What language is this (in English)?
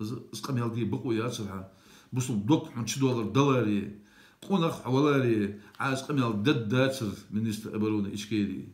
Ingush